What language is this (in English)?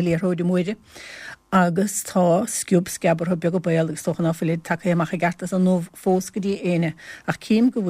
Irish